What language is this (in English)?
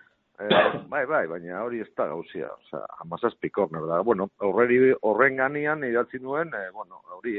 Basque